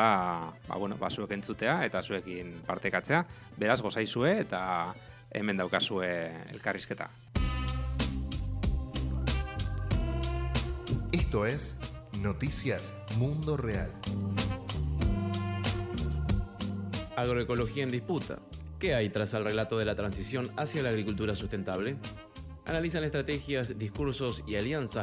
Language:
Basque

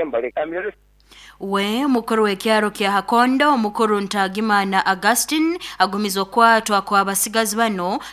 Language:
Nyoro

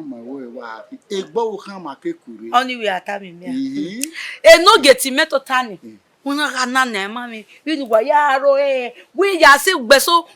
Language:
Bini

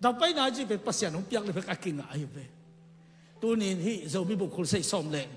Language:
Tedim Chin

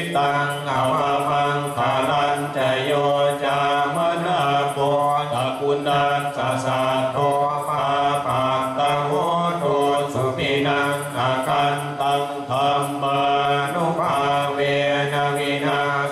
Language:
Pali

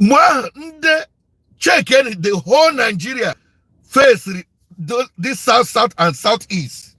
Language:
Igbo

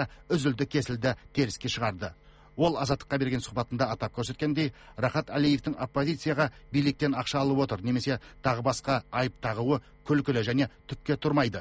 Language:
Kazakh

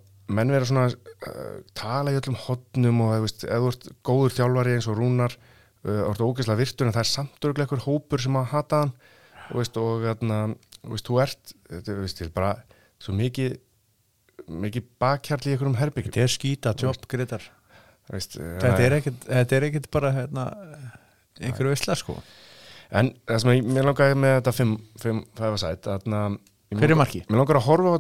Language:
Icelandic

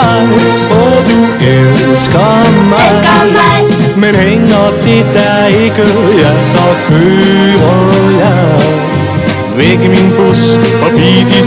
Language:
Danish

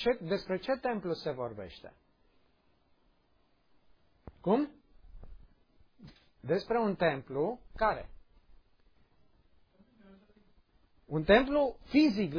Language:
Romanian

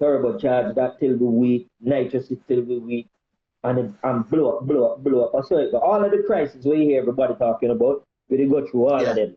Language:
Jamaican Creole English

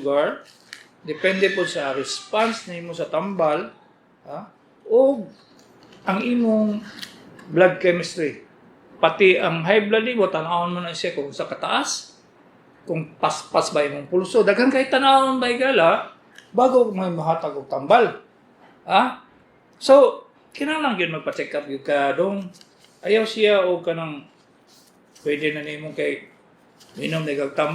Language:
Cebuano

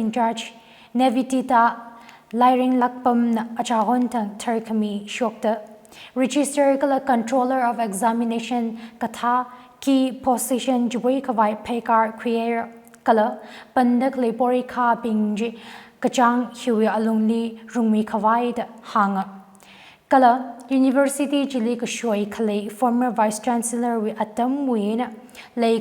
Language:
Tangkhul Naga (India)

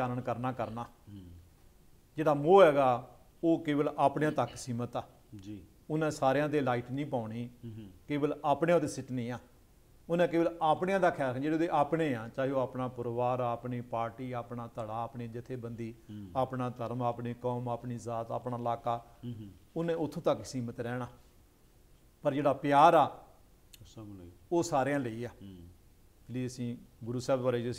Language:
Punjabi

